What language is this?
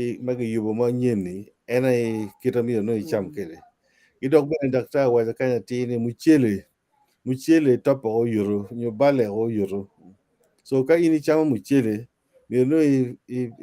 Acoli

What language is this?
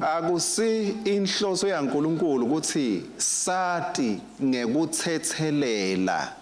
Swati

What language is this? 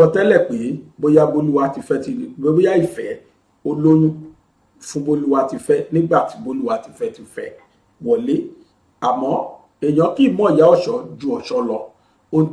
Yoruba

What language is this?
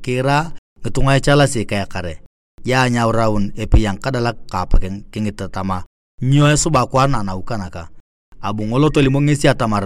Turkana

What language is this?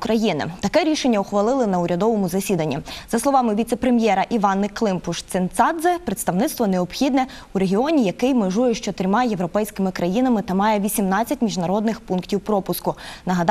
Ukrainian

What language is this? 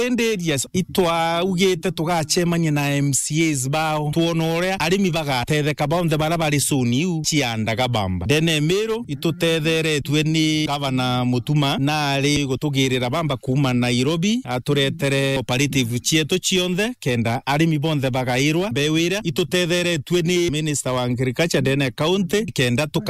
Meru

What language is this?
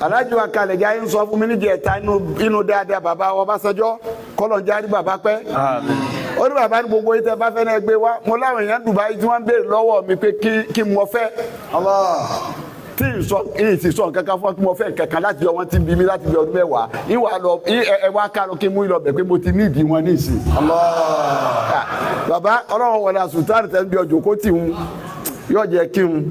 Yoruba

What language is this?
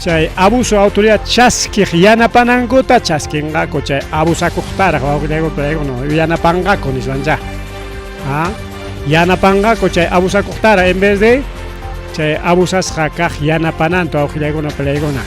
Ayacucho Quechua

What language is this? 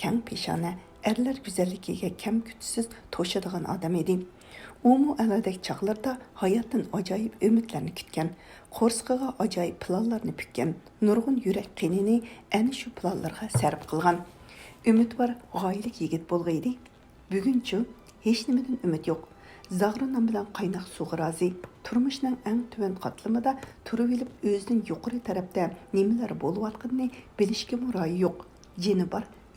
Uyghur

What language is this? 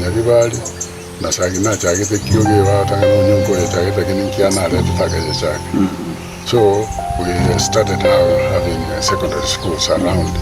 Gusii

